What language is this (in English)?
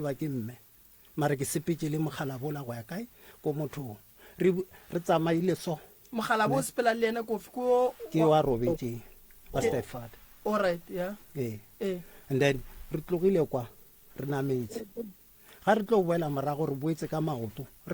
Northern Sotho